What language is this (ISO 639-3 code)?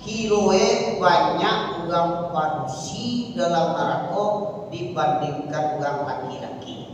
min